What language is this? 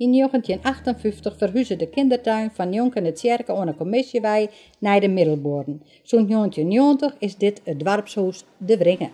Western Frisian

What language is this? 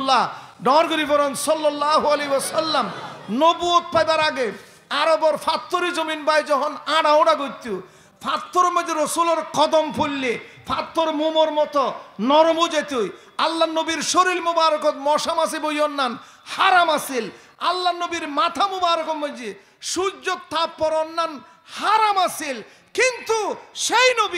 Rohingya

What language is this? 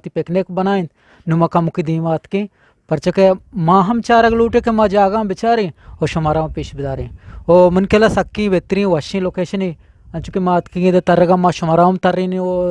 Eastern Balochi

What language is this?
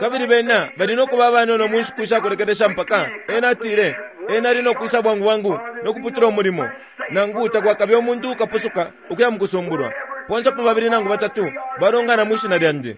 Bemba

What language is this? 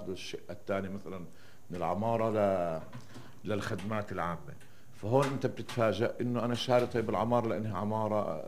North Levantine Arabic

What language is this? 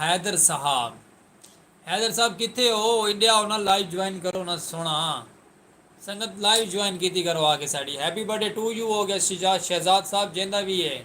Saraiki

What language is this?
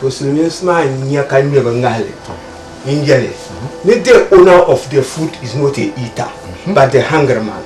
Dagbani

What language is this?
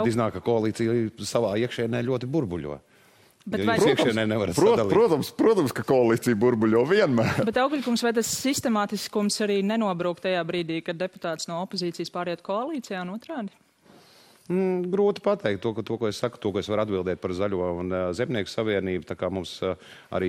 Latvian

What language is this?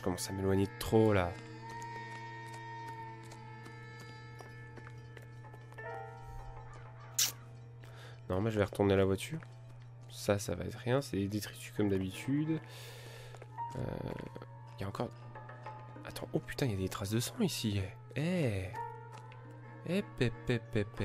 French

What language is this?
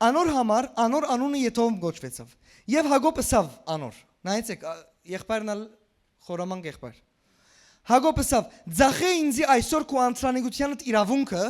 Western Armenian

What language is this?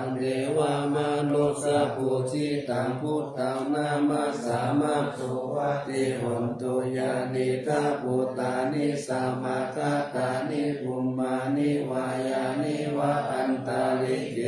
Pali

